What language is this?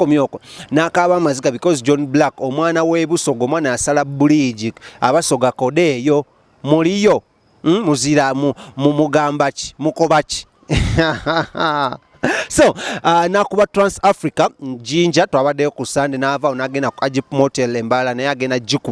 Ganda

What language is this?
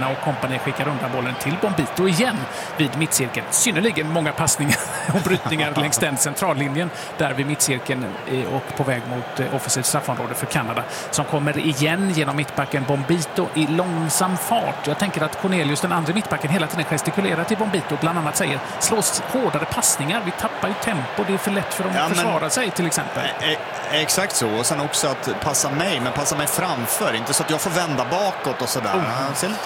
Swedish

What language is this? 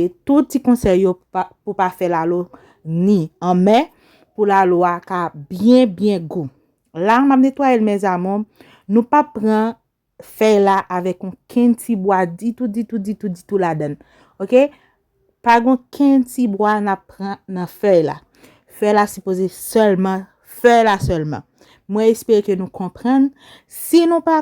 Haitian Creole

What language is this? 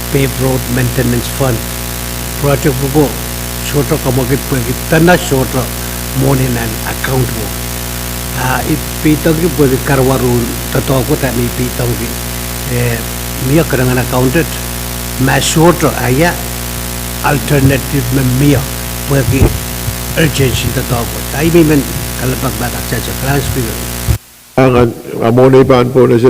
Pohnpeian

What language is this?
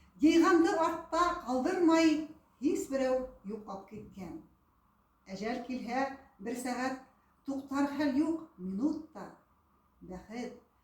Bashkir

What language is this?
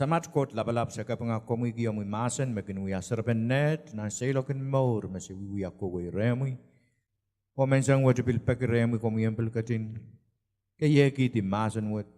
Pohnpeian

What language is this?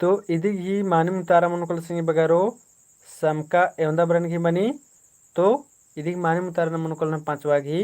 Kurukh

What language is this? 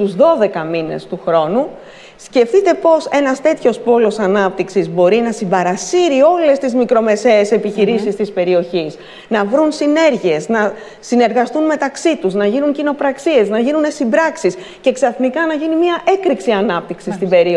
Greek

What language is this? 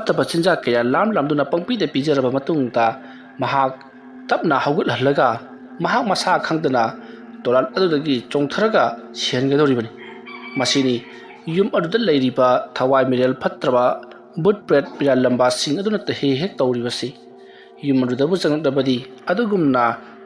Manipuri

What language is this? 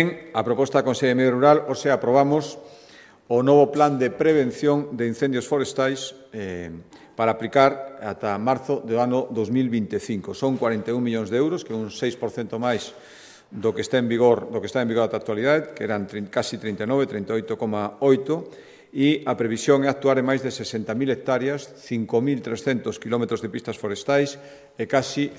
Galician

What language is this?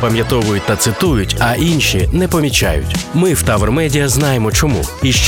Ukrainian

